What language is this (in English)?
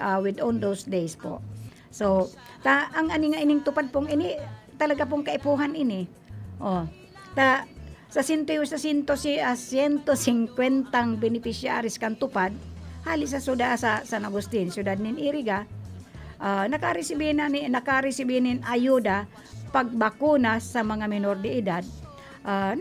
Bikol